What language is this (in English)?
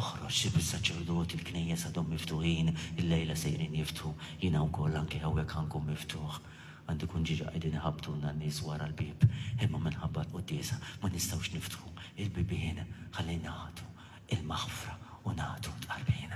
Maltese